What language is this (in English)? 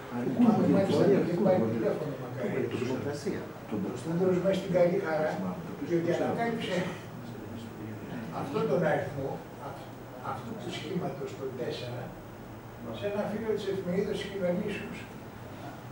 Greek